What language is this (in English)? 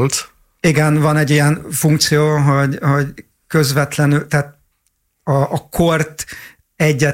Hungarian